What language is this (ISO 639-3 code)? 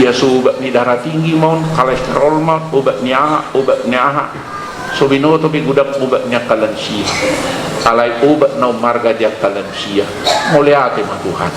bbc